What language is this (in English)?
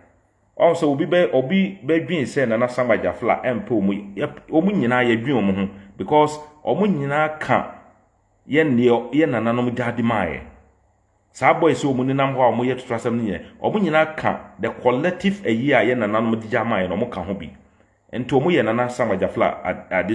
Akan